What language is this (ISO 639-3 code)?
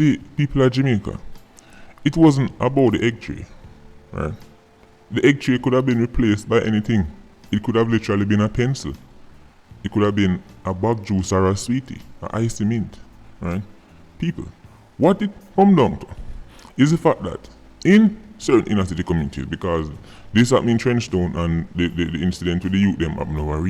jam